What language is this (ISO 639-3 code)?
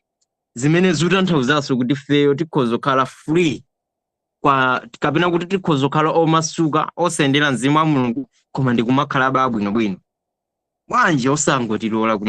nya